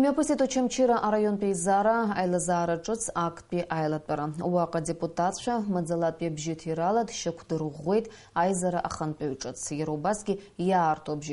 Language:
Abkhazian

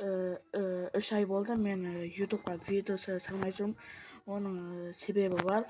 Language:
Kazakh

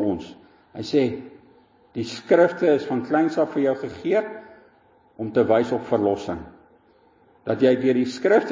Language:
Afrikaans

